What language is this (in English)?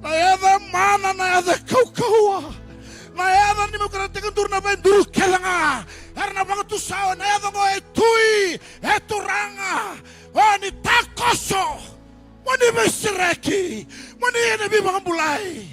Fijian